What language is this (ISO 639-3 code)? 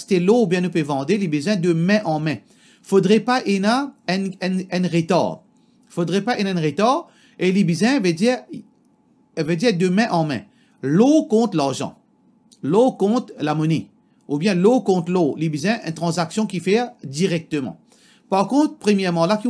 mfe